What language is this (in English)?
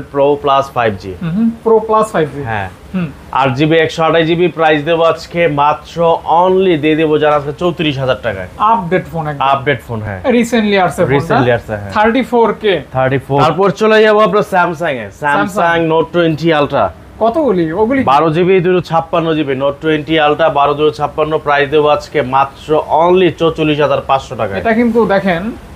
Bangla